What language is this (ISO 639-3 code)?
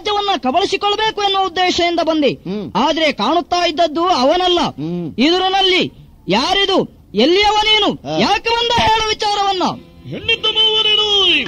kan